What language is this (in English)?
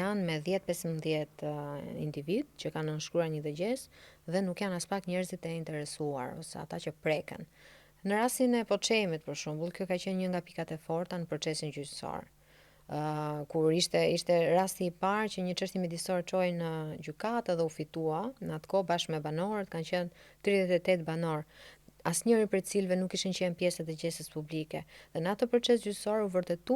Albanian